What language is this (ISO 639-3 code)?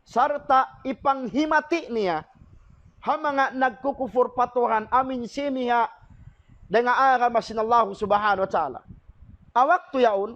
tsg